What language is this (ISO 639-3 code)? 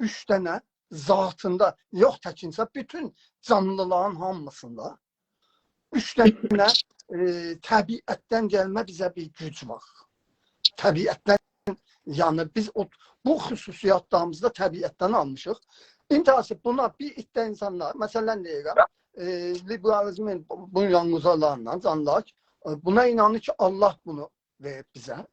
azb